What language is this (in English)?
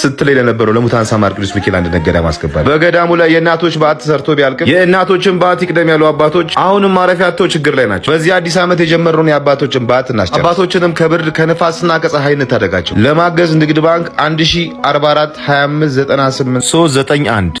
Amharic